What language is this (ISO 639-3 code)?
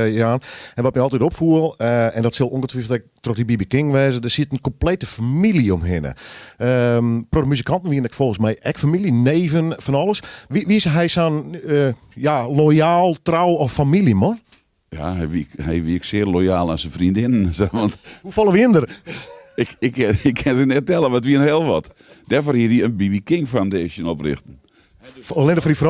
fry